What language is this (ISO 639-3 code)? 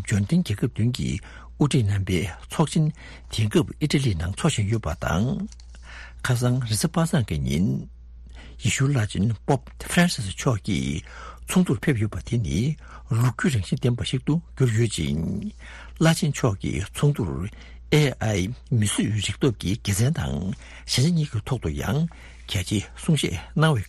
bod